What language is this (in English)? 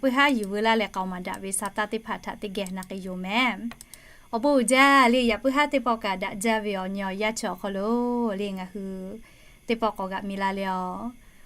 Lahu